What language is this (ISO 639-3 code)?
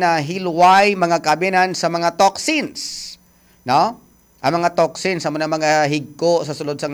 hil